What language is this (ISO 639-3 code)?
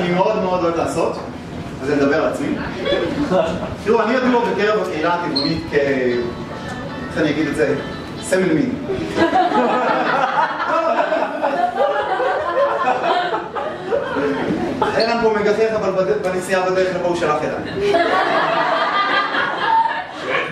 heb